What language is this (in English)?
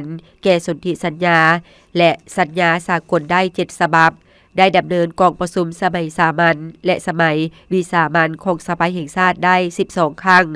Lao